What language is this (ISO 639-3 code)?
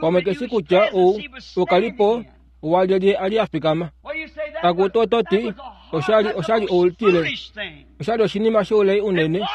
kua